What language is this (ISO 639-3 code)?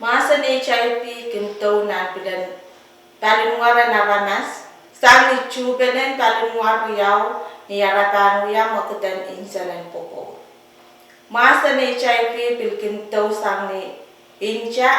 pon